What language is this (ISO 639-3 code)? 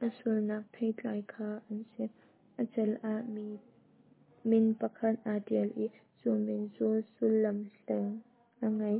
cnh